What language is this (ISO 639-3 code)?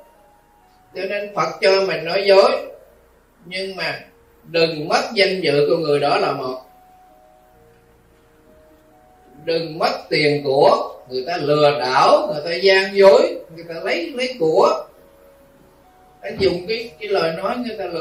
vie